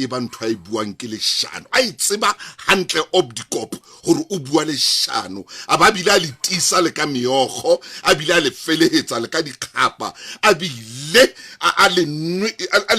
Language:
Southern Sotho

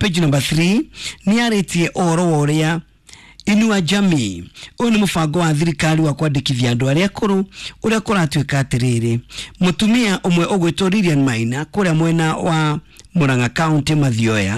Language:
Kikuyu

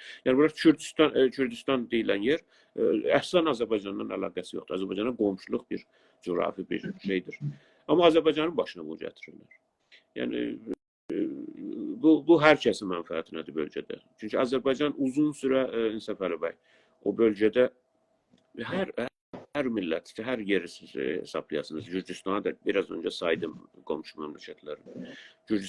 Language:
South Azerbaijani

